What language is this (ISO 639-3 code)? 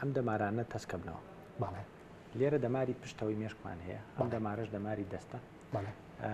ckb